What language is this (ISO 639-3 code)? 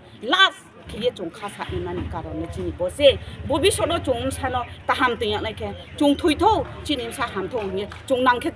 ria